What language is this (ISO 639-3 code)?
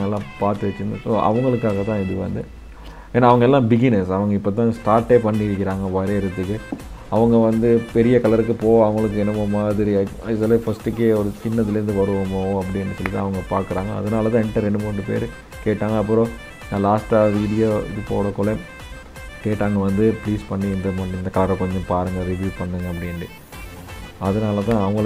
tam